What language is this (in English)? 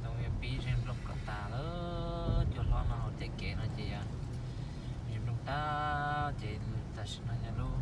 Hmong